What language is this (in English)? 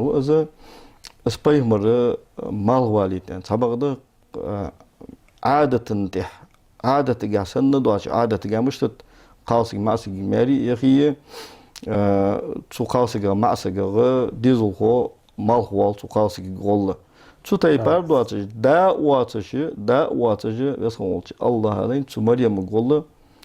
Ingush